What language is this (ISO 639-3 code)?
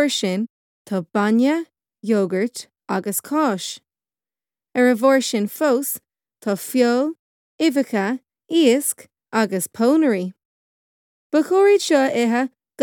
gle